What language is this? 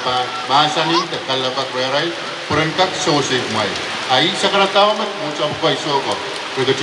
Pohnpeian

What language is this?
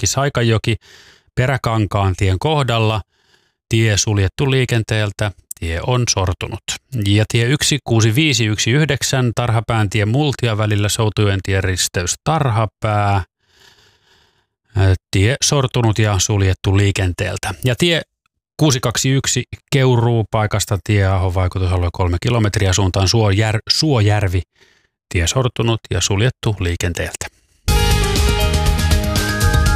Finnish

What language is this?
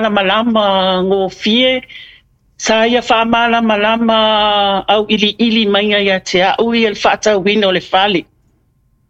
Samoan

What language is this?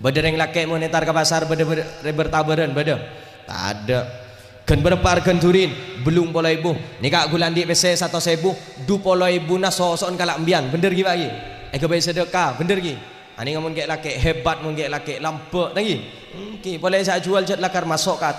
Madurese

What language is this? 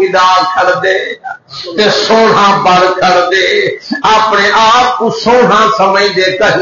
Saraiki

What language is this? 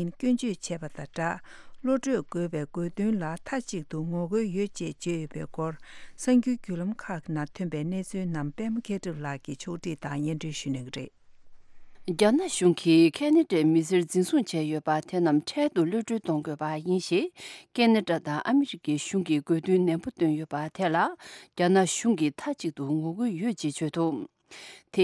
Tibetan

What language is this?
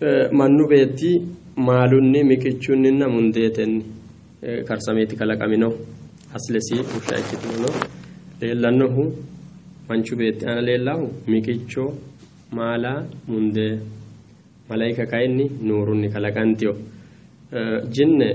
Sidamo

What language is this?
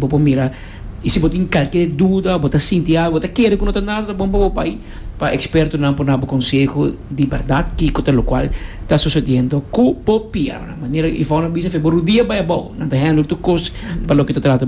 Papiamento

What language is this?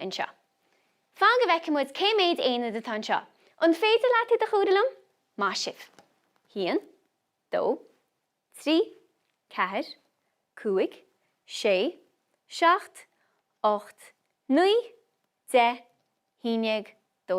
Irish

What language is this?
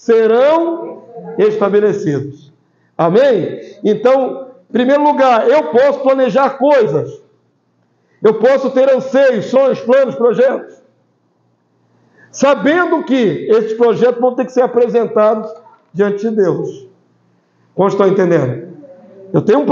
Portuguese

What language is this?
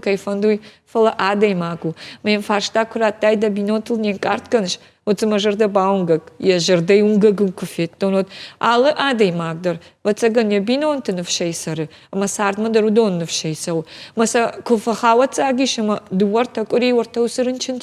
Ossetic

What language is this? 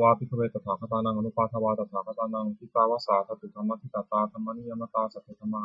Pali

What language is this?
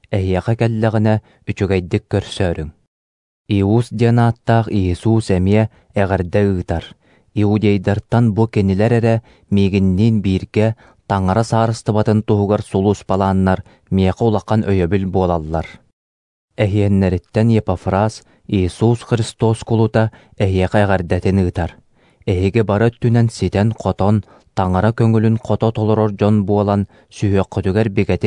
Yakut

